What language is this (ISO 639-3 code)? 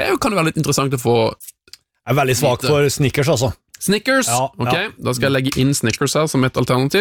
nor